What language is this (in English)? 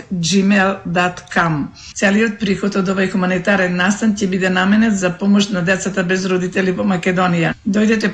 Macedonian